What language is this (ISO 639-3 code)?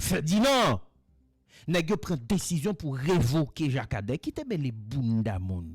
hat